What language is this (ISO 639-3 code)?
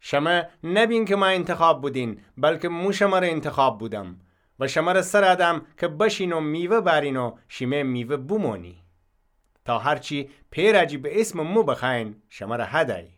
glk